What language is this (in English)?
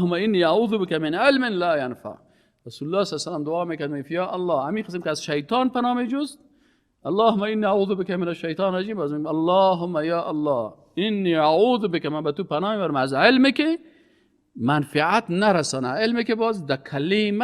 Persian